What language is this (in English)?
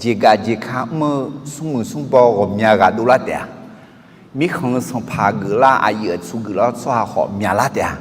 Akha